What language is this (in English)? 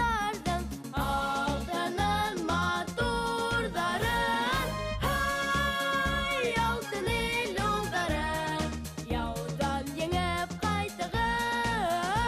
Bashkir